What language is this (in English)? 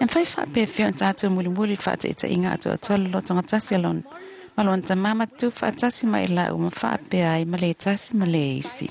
Samoan